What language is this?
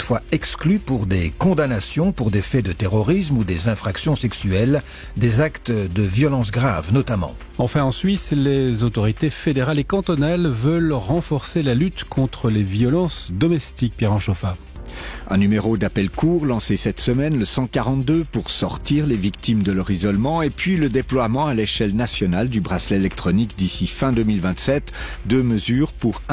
French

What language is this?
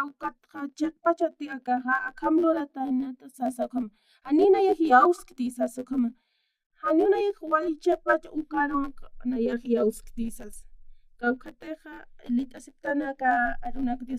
Aymara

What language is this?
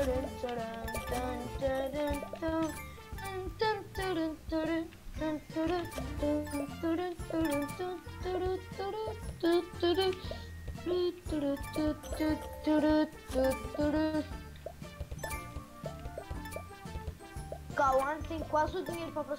Portuguese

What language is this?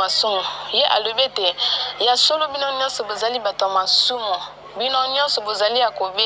Lingala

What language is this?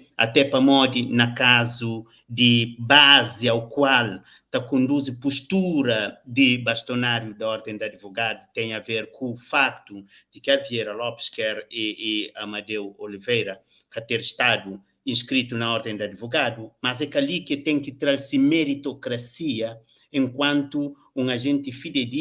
Kabuverdianu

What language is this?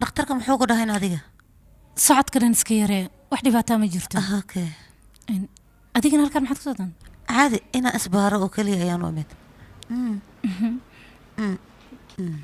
Somali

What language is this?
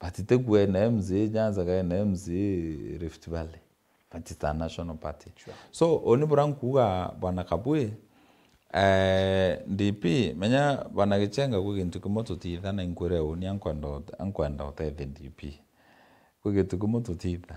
Meru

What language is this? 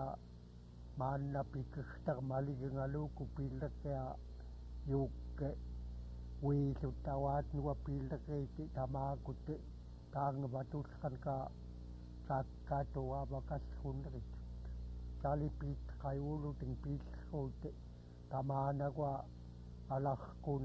Central Yupik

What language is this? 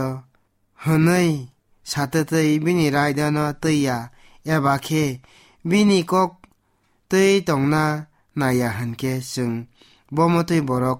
Kok Borok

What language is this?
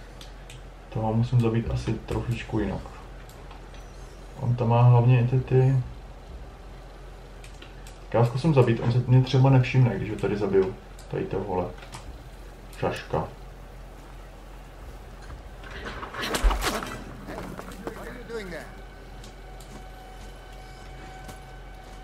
Czech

